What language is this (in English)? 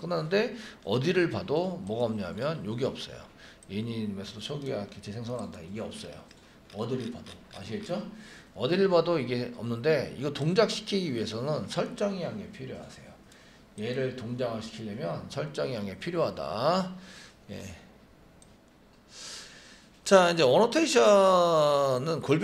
Korean